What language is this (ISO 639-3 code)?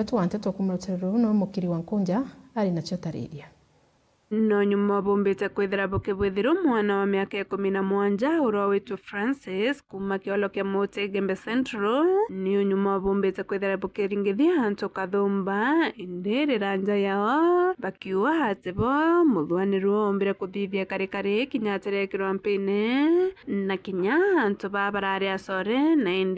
mer